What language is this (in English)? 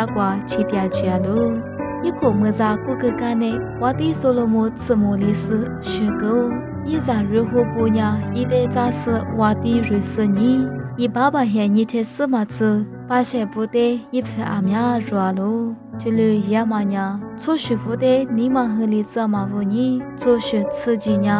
Lisu